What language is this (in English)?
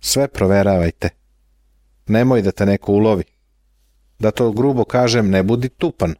Serbian